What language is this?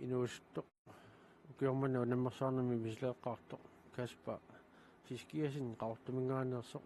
Kalaallisut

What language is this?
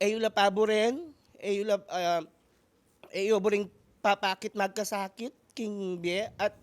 Pampanga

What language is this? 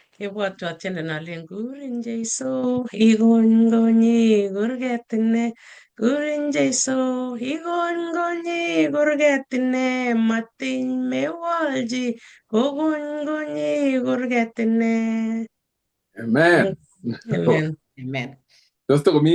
Kalenjin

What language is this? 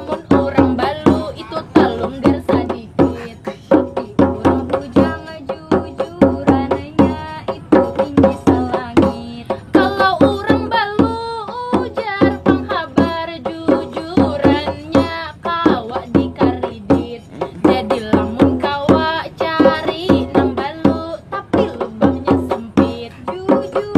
Banjar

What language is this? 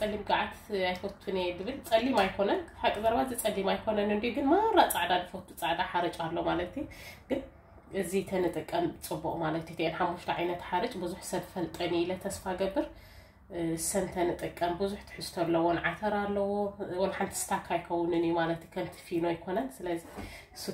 Tigrinya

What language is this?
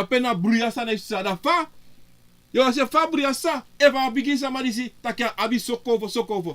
Sranan Tongo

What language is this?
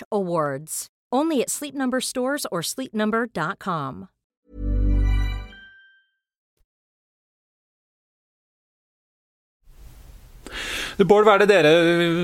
Norwegian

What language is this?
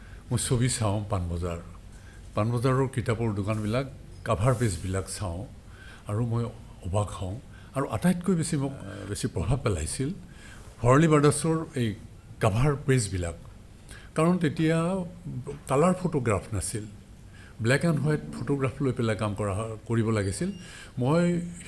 Assamese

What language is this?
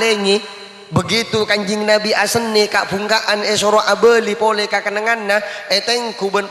Madurese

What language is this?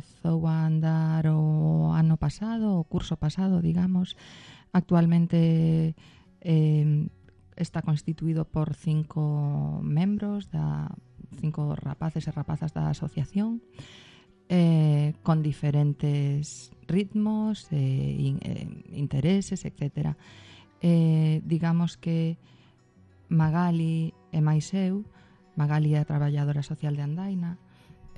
Galician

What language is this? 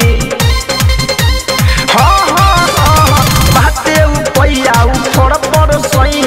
Bhojpuri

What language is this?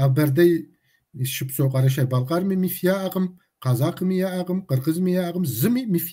Kabardian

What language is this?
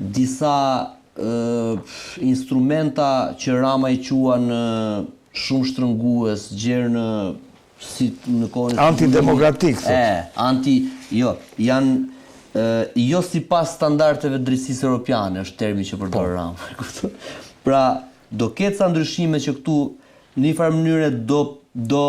Albanian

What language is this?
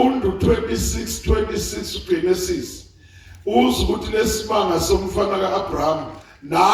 Zulu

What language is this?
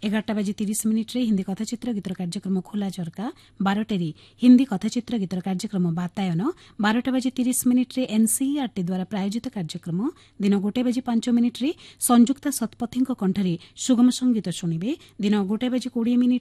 Odia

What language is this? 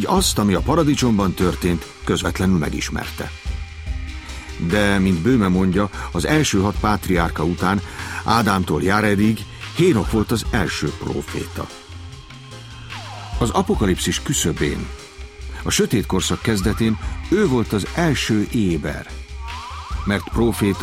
Hungarian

